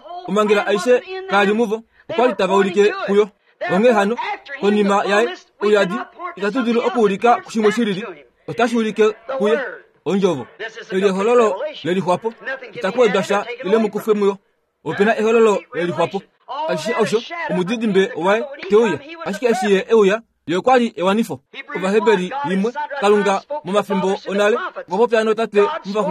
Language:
Kuanyama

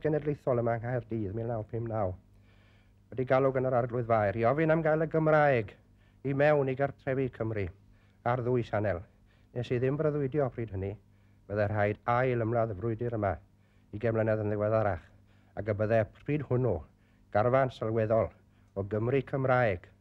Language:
Welsh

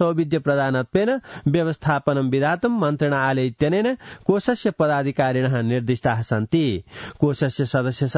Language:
Sanskrit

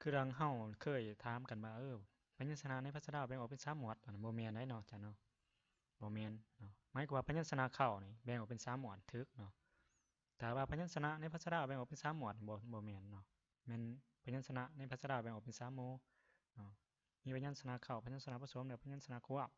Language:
Lao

